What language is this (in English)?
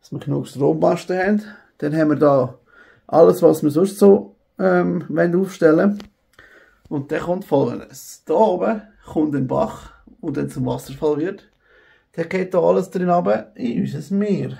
Swiss German